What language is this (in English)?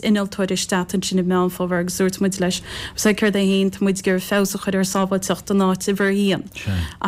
Irish